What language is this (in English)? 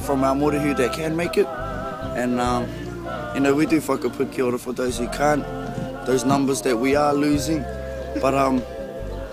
Māori